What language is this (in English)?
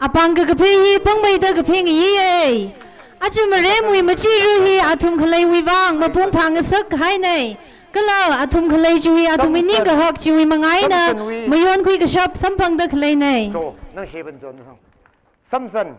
Tangkhul Naga (India)